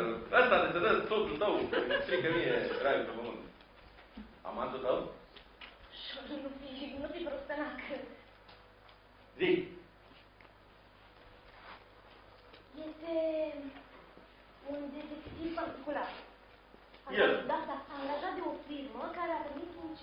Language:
Romanian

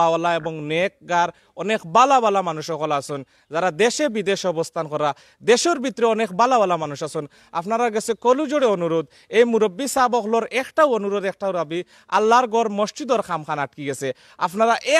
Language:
Sylheti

